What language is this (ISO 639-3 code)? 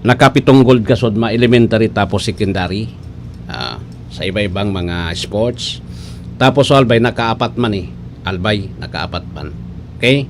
bik